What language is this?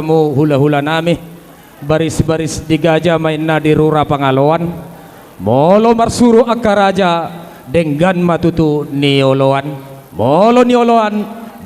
Batak Toba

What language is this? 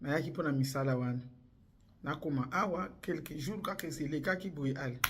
Lingala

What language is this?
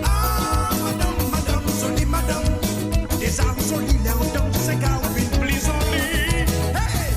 Morisyen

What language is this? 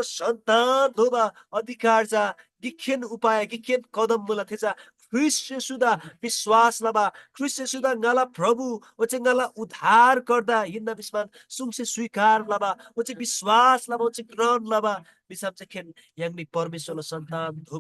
Eastern Tamang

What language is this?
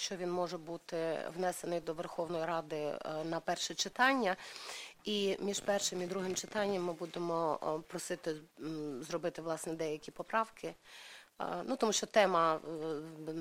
Ukrainian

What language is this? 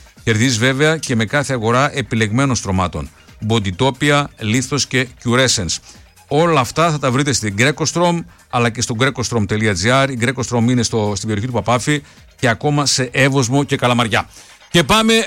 Greek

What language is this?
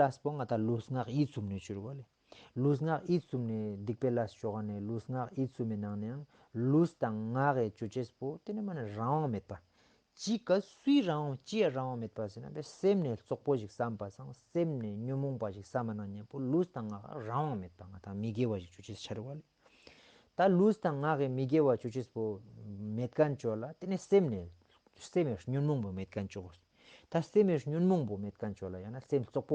Ladakhi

